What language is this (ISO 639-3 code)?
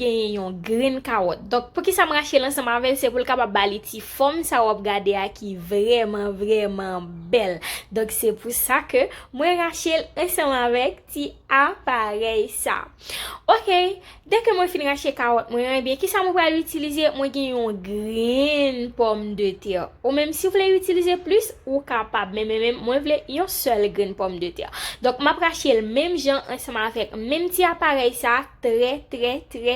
hat